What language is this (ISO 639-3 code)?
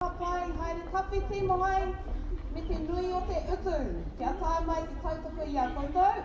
mri